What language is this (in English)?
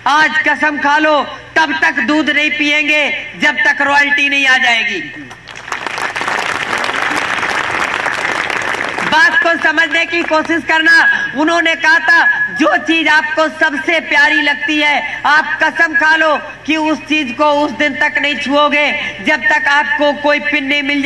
Hindi